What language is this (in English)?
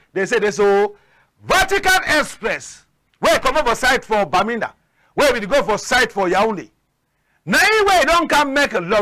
Cameroon Pidgin